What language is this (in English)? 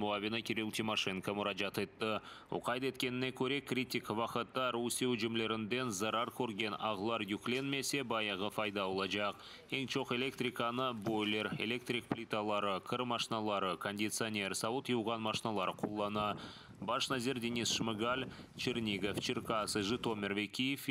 Crimean Tatar